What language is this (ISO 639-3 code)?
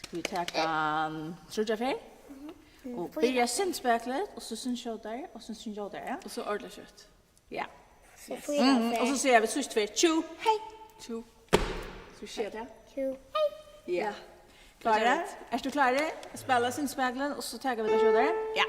fao